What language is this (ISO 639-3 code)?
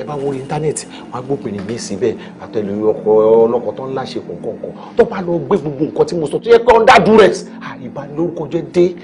yor